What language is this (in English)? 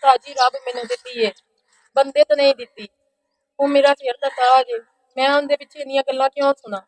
Western Panjabi